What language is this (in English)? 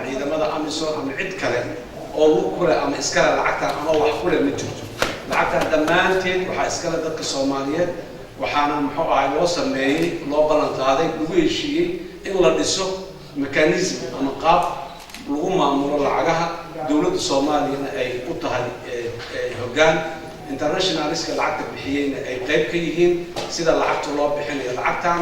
Somali